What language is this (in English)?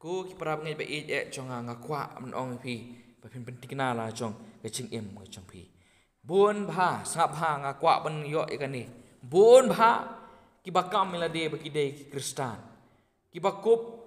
Khasi